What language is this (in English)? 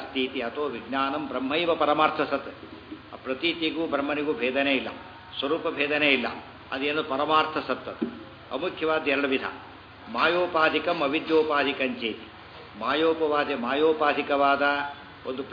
Kannada